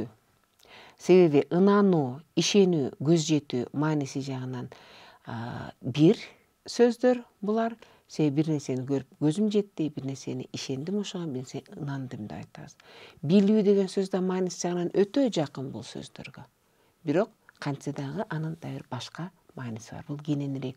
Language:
Kyrgyz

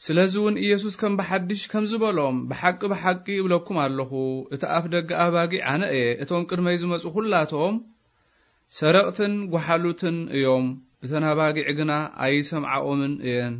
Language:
Tigrinya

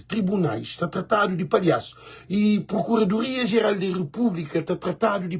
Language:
Kabuverdianu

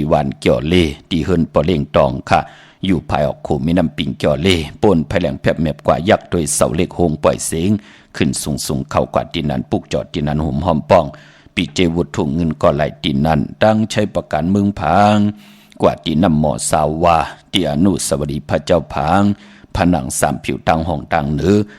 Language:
Shan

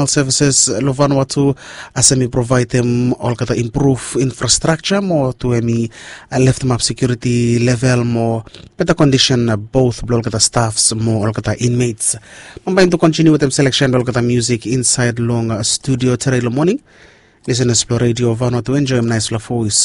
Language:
Bislama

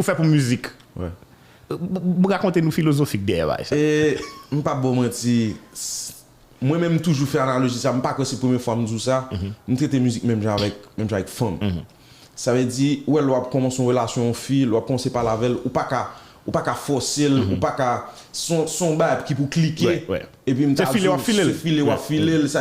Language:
Haitian Creole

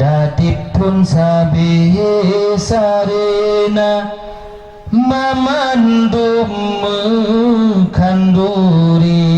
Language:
Achinese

